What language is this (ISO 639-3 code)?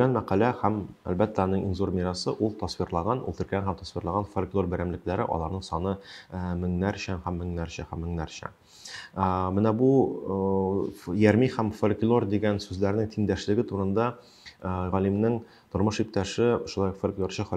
tat